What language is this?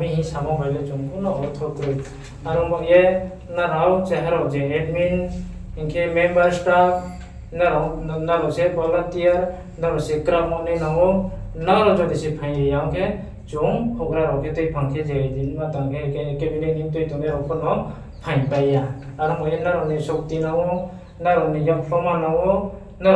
Riang (India)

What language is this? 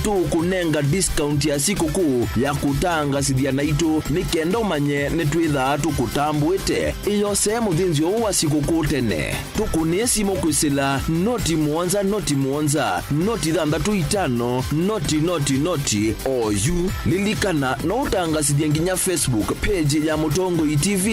Kamba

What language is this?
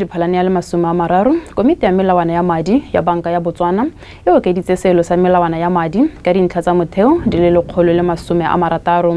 Tswana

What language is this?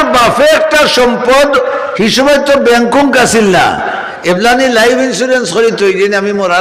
Sylheti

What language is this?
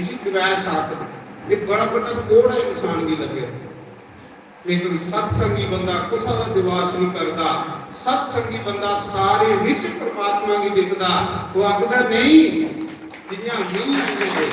Dogri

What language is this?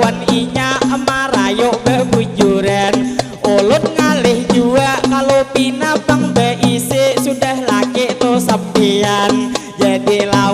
Banjar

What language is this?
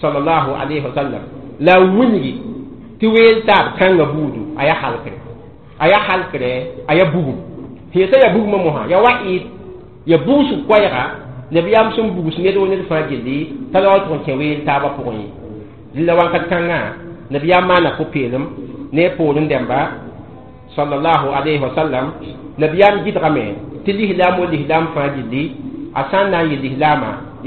Mossi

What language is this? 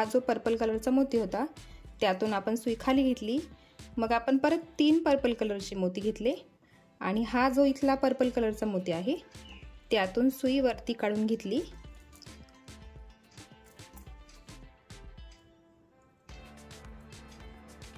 Marathi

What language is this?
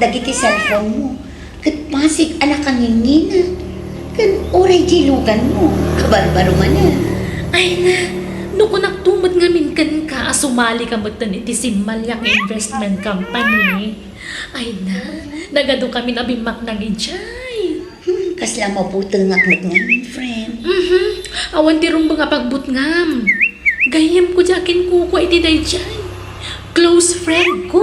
Iloko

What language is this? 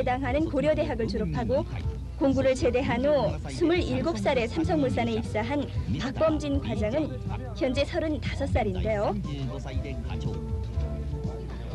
Korean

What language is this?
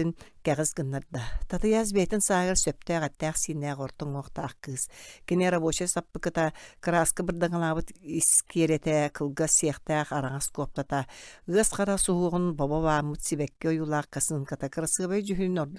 Yakut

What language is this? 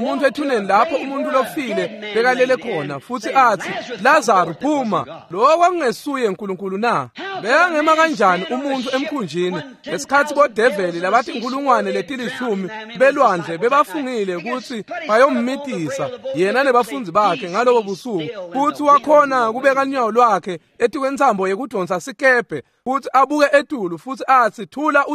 Swati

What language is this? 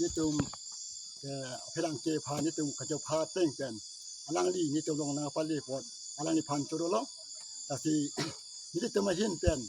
Karbi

